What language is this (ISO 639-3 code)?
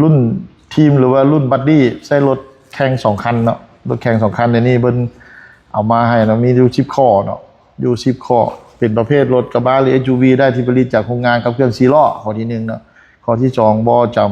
lao